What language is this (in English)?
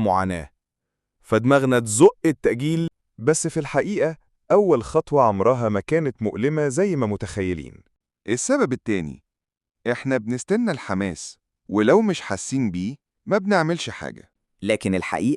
Egyptian Arabic